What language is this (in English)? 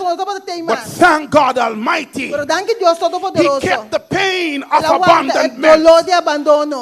Papiamento